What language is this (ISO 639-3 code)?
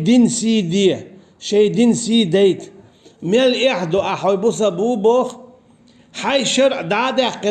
che